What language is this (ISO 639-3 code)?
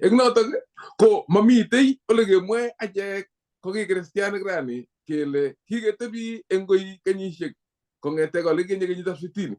kln